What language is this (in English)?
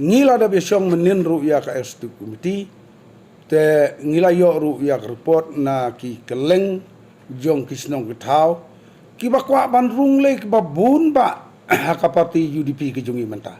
Khasi